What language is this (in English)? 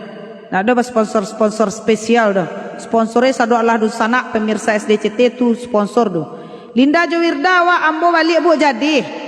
Minangkabau